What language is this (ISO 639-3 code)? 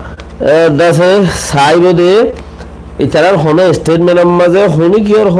rhg